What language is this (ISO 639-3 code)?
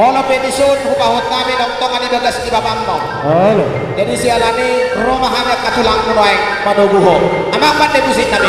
bbc